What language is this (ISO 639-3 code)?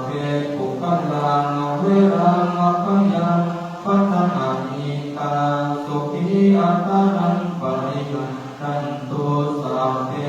pli